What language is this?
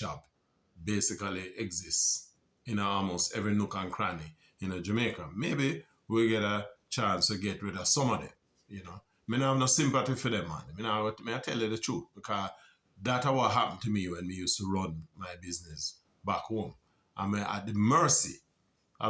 Jamaican Creole English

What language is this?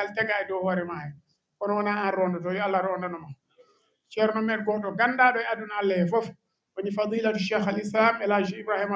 Fula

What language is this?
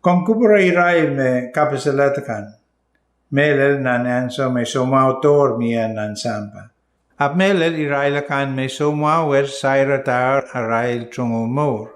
Pohnpeian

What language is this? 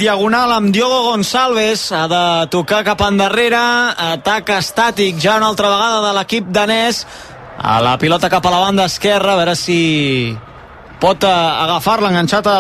Catalan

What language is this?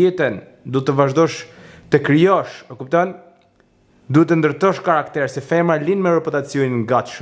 Albanian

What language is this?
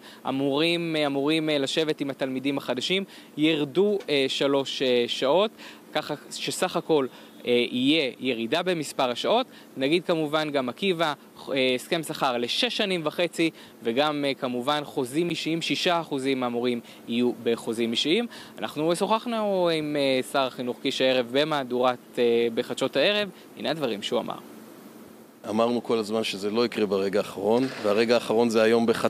Hebrew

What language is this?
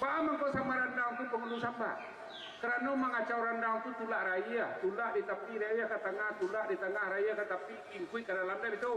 Minangkabau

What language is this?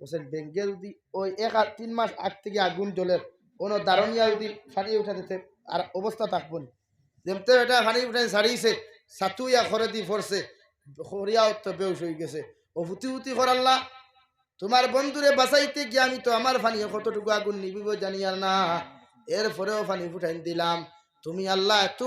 Sylheti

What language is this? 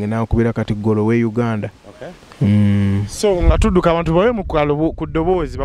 Ganda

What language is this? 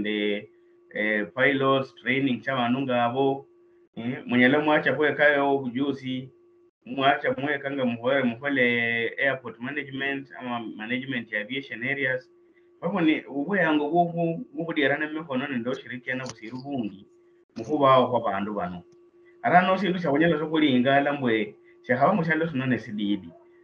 Luyia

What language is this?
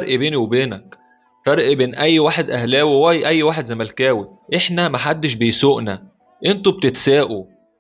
Egyptian Arabic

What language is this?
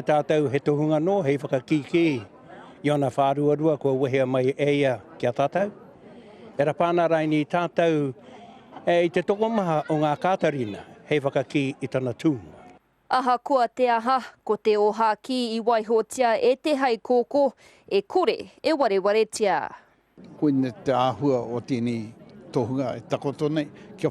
Māori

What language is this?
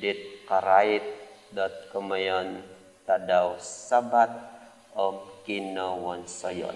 Central Dusun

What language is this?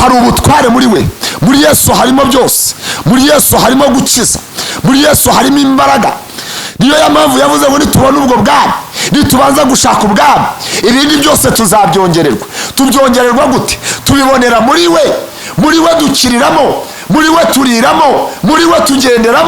Kinyarwanda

